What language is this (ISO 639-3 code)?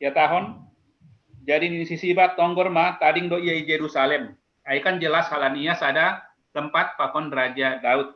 bts